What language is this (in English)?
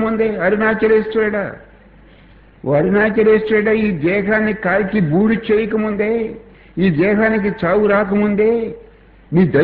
Telugu